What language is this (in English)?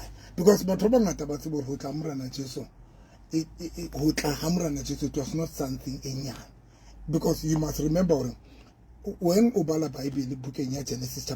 Southern Sotho